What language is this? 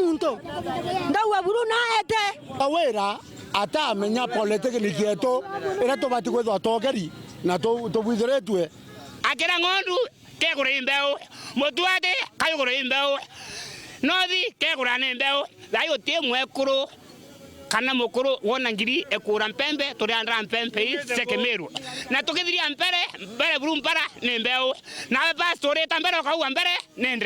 Meru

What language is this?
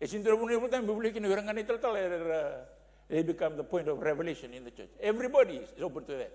Fijian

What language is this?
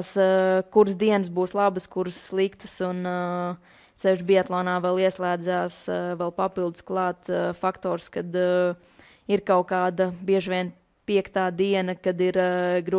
Latvian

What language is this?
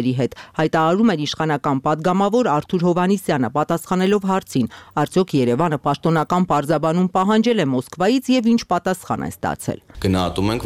Armenian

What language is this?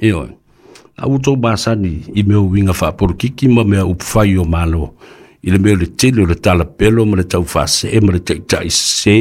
Samoan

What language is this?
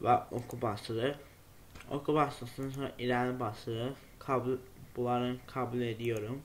Azerbaijani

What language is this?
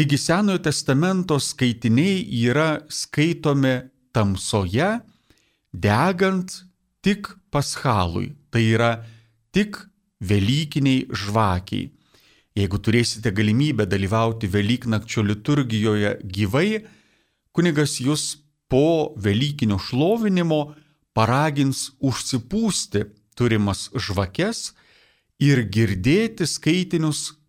Lithuanian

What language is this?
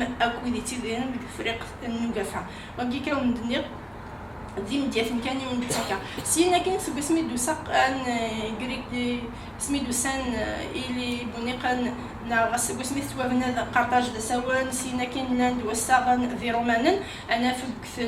Kabyle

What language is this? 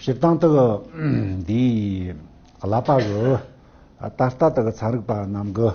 Tibetan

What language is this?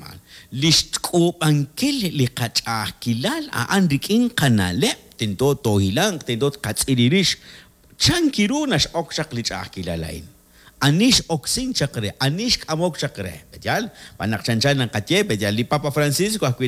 Kekchí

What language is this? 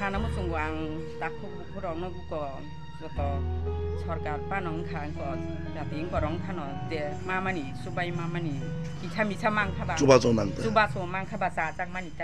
Kok Borok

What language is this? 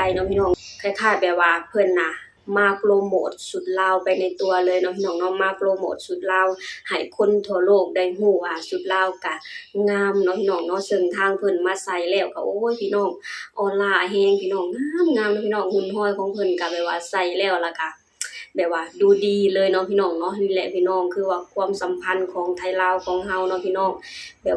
Lao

